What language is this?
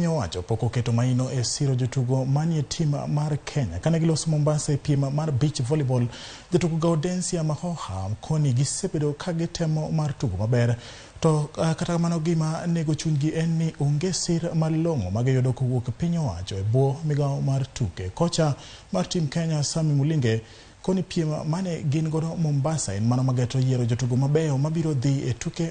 Luo (Kenya and Tanzania)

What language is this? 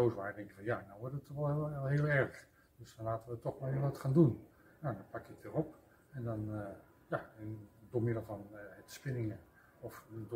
Dutch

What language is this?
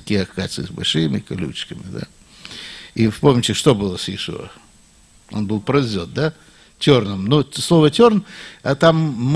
Russian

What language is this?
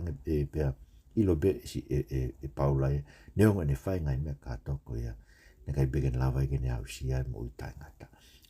Tongan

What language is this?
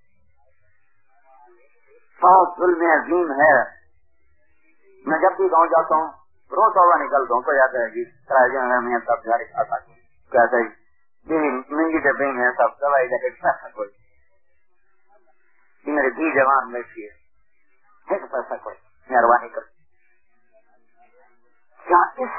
Urdu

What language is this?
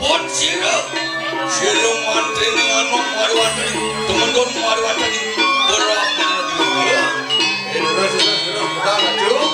Balinese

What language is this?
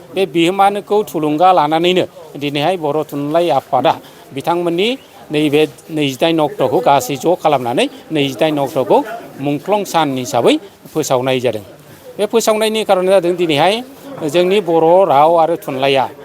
Bodo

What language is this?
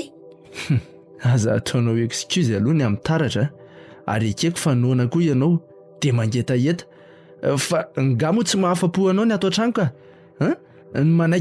Malagasy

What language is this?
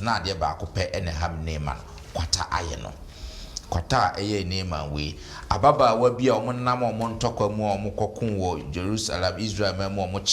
Akan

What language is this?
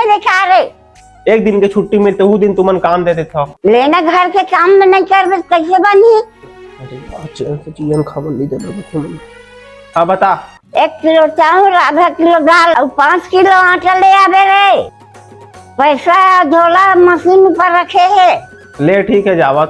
Chhattisgarhi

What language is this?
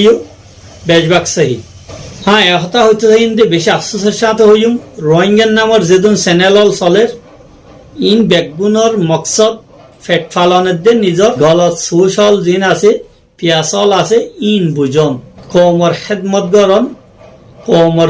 Rohingya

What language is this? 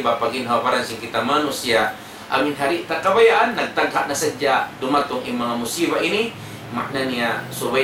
Tausug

